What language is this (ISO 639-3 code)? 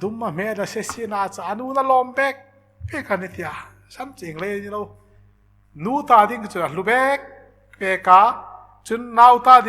hmr